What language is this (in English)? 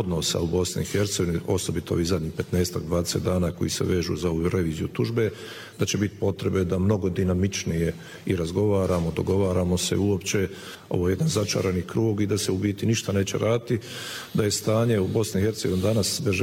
Bosnian